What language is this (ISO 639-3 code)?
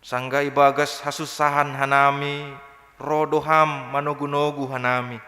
bts